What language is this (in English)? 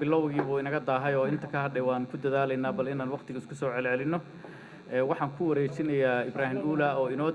Somali